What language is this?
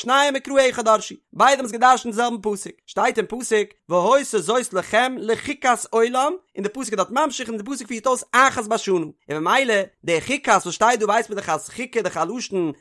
Yiddish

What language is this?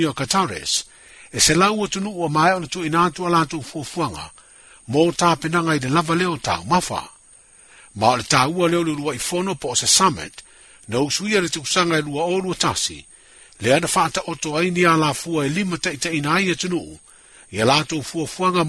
Samoan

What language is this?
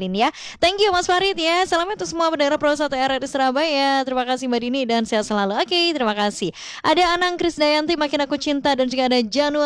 Indonesian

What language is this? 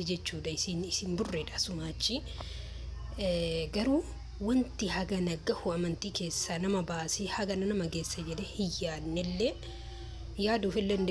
Oromo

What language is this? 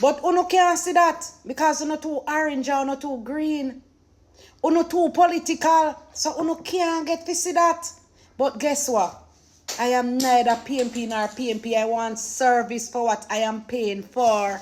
Jamaican Creole English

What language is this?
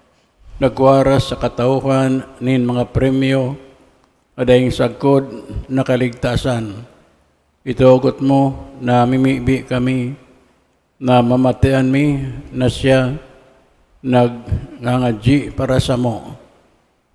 Bikol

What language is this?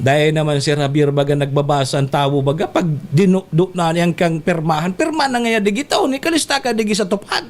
Bikol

